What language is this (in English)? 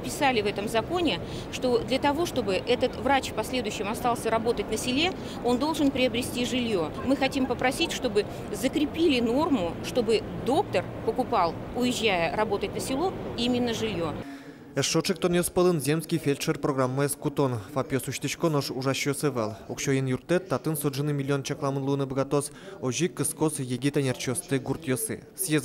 Udmurt